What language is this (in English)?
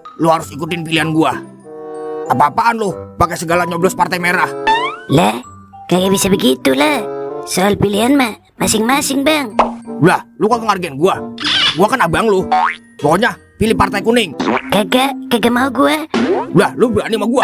Betawi